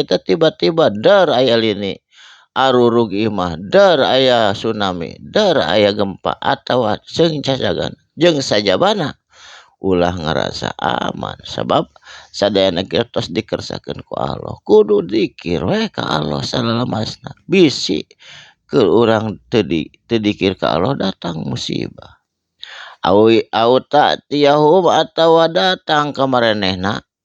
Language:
Sundanese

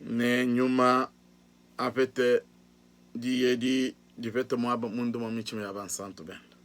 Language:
Luba-Lulua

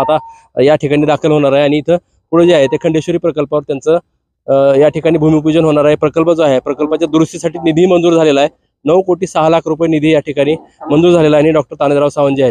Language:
Marathi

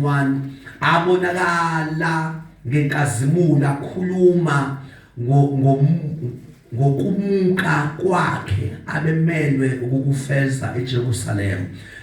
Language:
Zulu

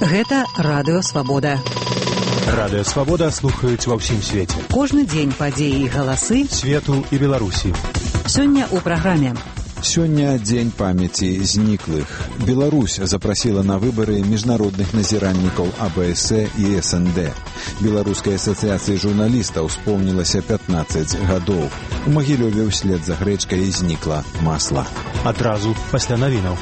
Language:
Belarusian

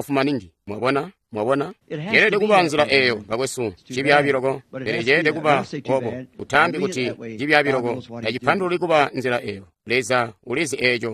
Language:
Tonga (Zambia)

